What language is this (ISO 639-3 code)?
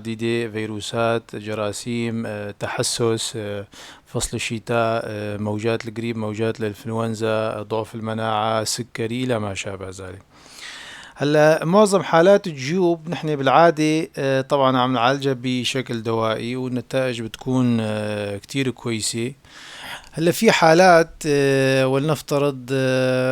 apc